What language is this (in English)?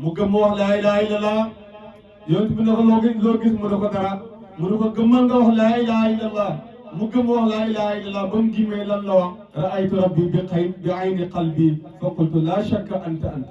Wolof